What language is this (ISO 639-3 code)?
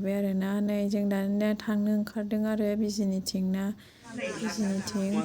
brx